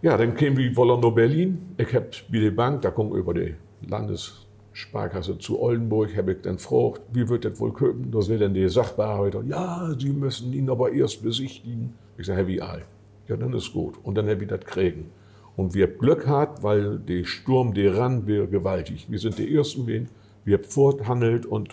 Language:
Low German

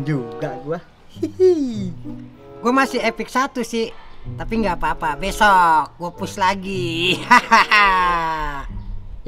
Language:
Betawi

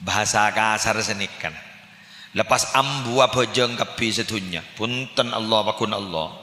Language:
Madurese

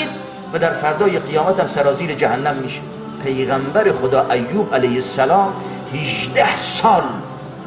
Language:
Persian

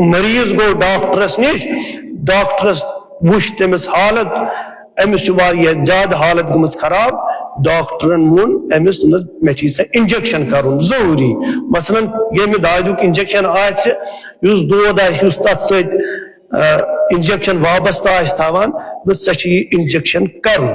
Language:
Kashmiri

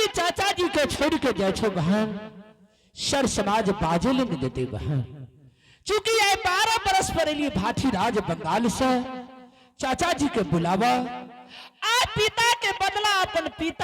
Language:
Angika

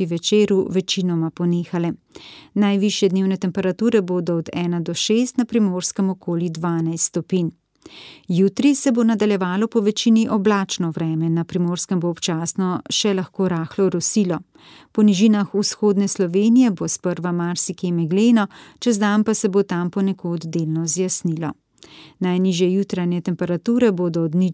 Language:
Slovenian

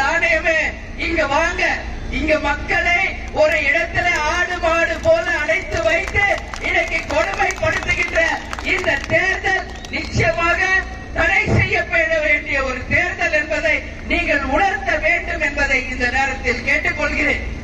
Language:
Tamil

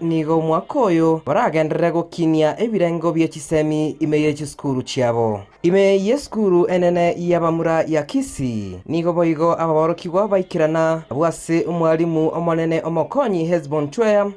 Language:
Gusii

